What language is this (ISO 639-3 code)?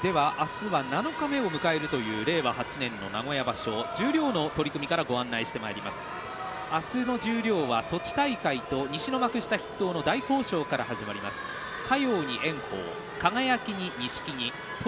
jpn